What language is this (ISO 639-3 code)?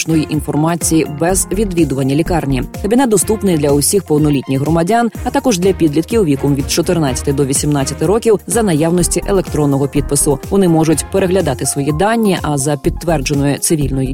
ukr